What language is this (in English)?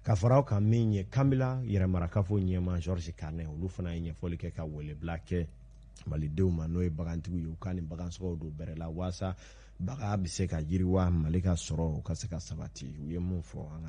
Bambara